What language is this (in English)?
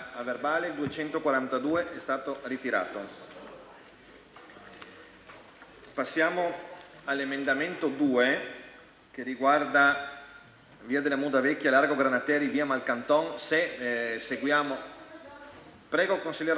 Italian